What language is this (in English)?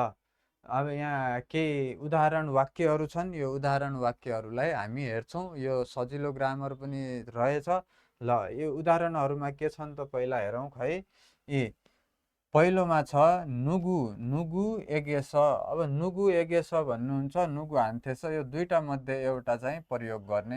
Nepali